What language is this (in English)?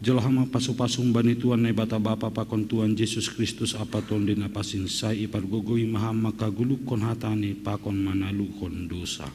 Batak Simalungun